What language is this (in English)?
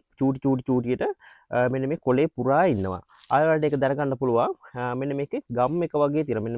Sinhala